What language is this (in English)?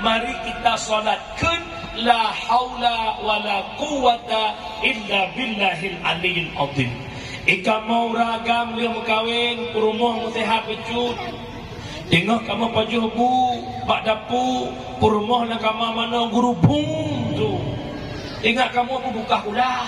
Achinese